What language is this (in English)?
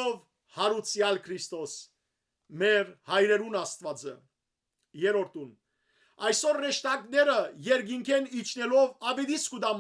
Western Armenian